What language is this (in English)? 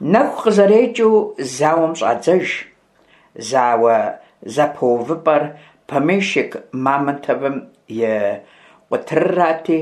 Kabardian